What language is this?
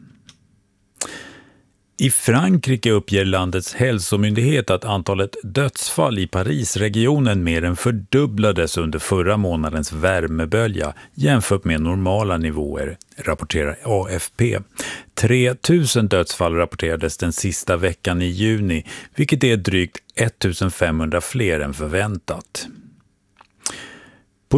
Swedish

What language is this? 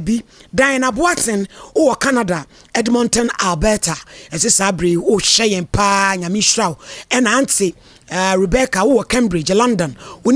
Akan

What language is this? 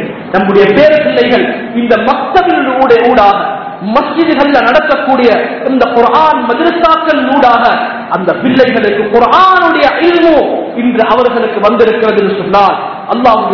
Tamil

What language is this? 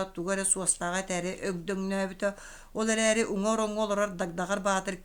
Yakut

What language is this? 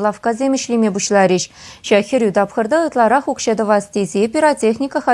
Chuvash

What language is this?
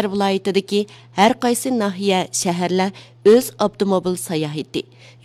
Uyghur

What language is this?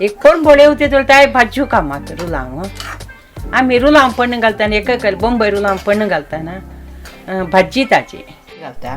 Konkani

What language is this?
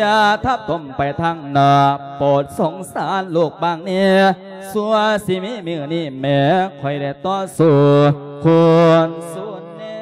Lao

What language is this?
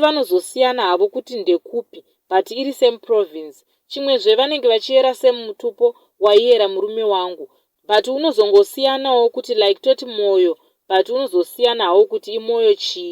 Shona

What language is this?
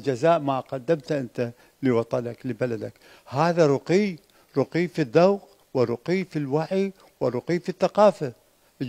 Mesopotamian Arabic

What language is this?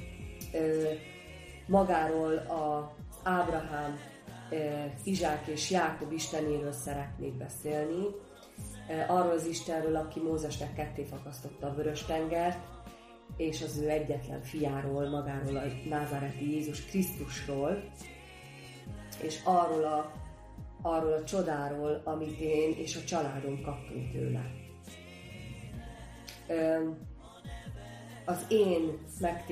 Hungarian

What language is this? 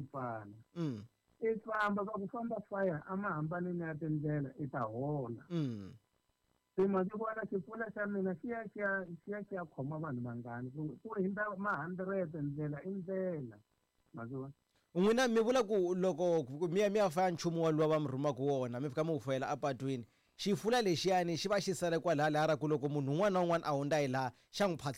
Tsonga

